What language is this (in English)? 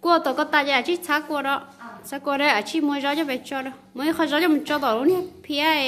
Hmong